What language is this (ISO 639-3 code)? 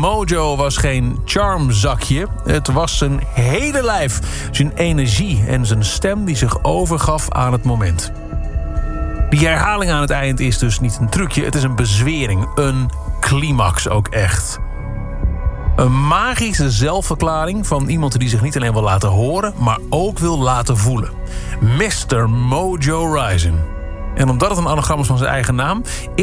nld